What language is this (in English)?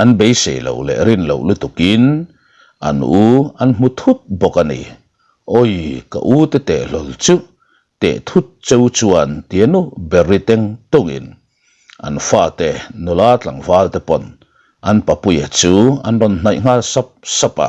Mizo